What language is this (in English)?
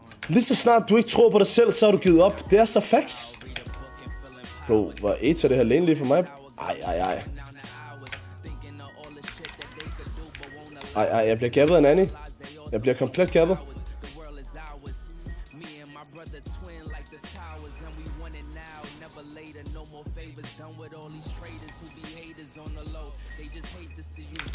Danish